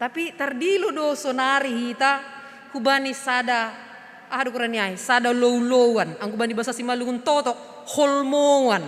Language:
Batak Simalungun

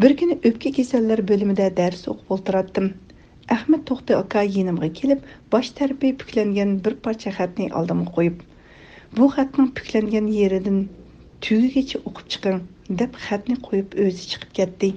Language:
Uyghur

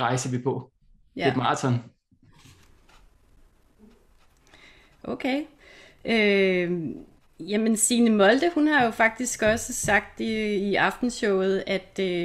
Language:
Danish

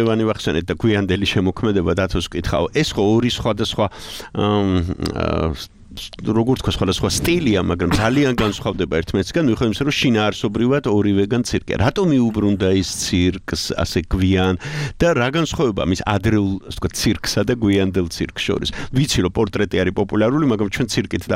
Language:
Georgian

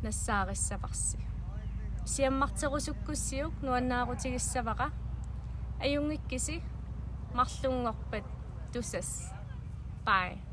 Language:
Kalaallisut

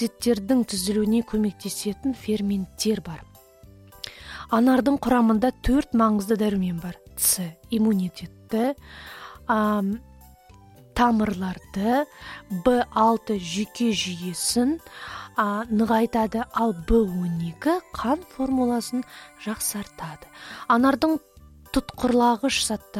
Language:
Kazakh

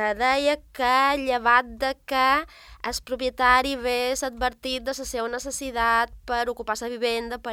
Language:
Catalan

